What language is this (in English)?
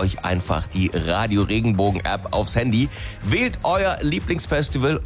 German